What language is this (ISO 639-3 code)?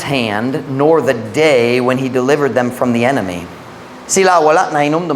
ceb